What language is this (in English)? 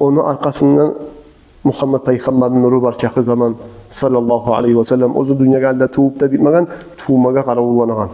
Kumyk